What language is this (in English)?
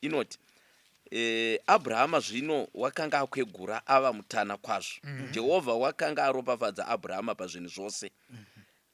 Shona